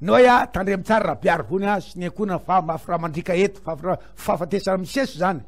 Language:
Malagasy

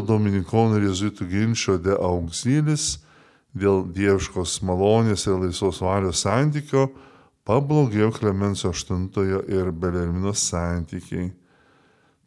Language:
Lithuanian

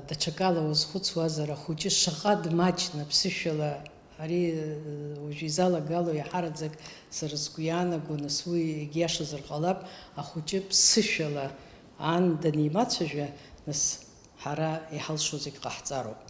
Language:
Abkhazian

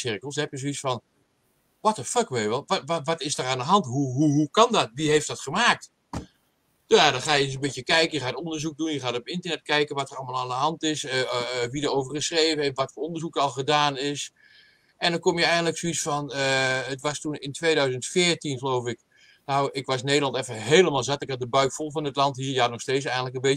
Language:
Dutch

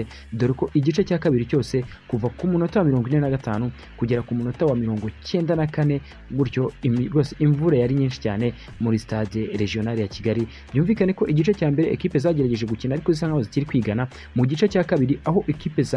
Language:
Kinyarwanda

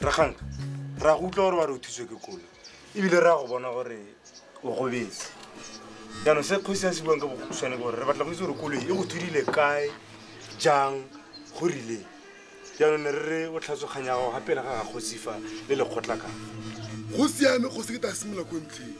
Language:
Tswana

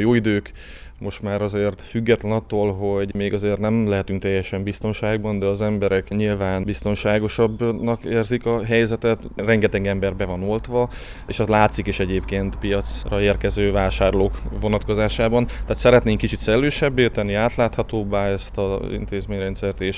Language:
Hungarian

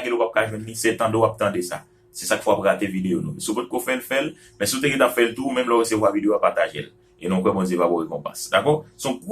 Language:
Haitian Creole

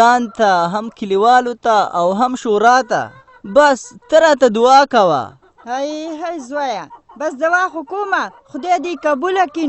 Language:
Pashto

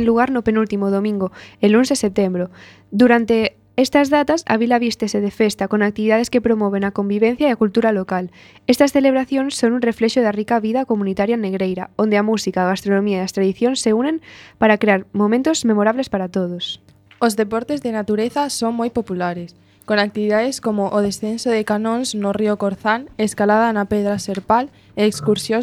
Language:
Galician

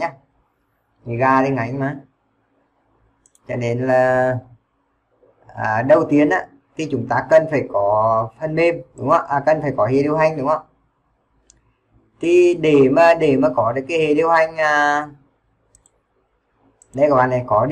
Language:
Vietnamese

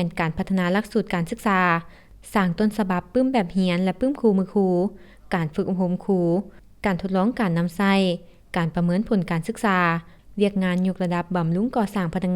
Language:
Lao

